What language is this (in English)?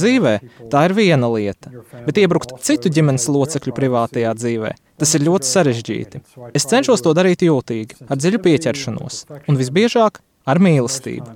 Latvian